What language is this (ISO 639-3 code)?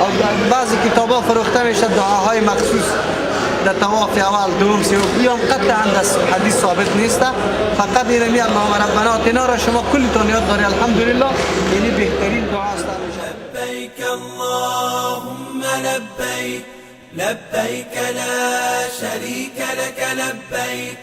fas